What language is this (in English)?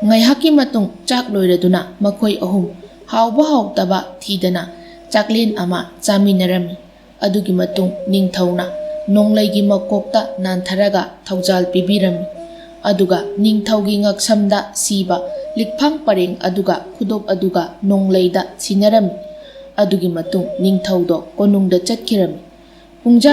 Manipuri